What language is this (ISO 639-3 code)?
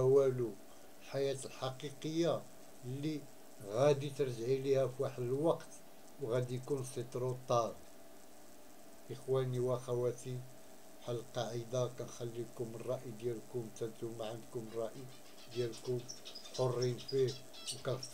ary